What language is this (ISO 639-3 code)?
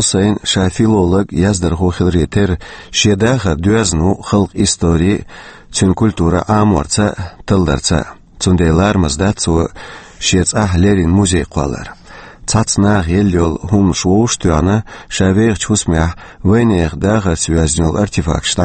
che